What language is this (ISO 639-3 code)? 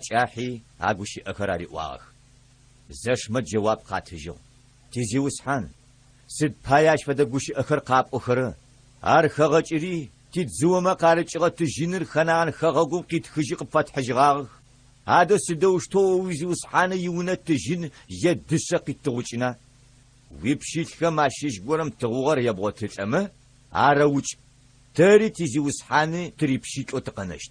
ady